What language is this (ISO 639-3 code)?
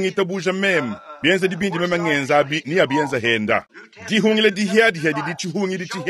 lua